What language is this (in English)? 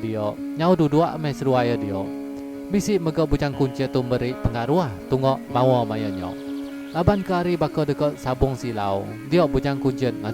Iban